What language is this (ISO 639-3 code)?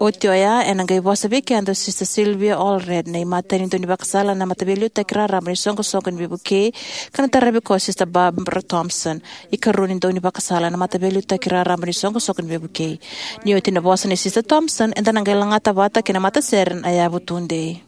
fij